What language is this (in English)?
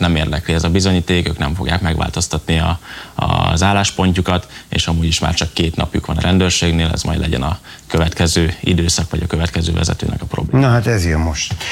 Hungarian